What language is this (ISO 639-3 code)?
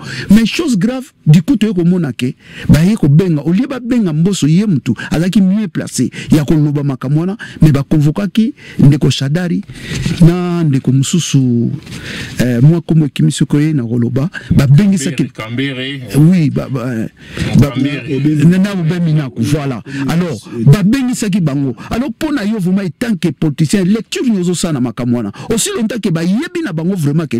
lin